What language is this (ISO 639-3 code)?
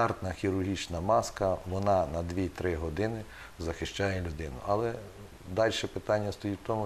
ukr